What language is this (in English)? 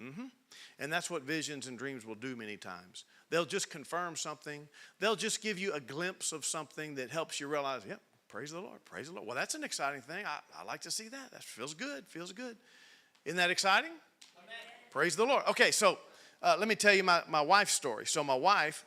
English